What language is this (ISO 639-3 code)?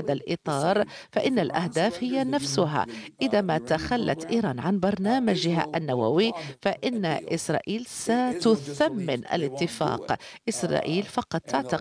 ara